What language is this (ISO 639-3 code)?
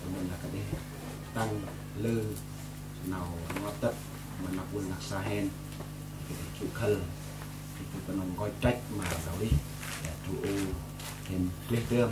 cmo